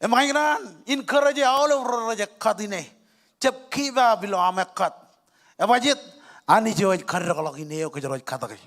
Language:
Marshallese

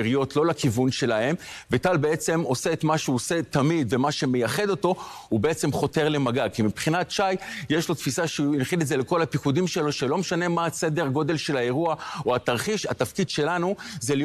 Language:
Hebrew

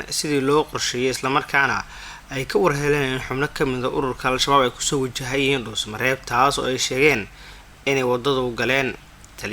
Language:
Somali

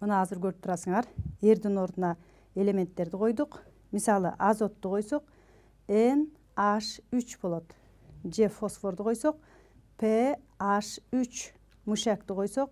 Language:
Kyrgyz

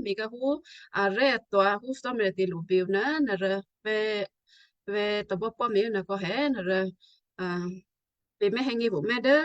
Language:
Western Kayah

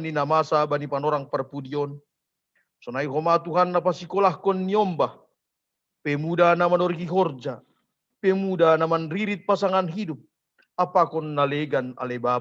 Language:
Batak Simalungun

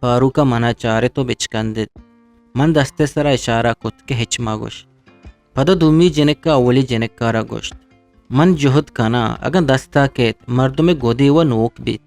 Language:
Eastern Balochi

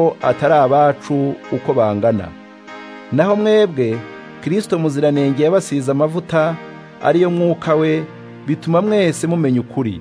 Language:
Kinyarwanda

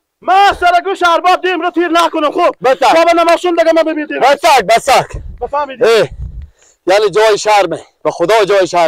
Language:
Persian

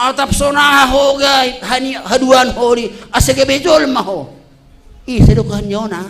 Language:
Batak Simalungun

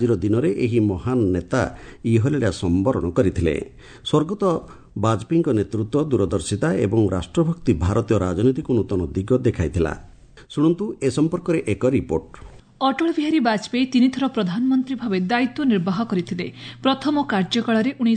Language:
Odia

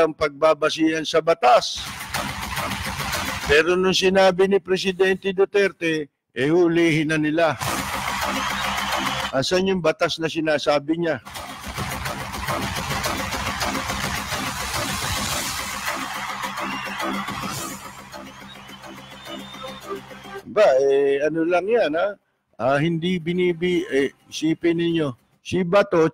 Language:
Filipino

